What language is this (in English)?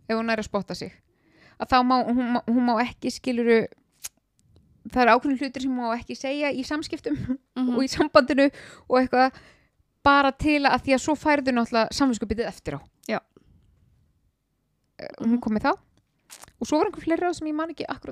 Icelandic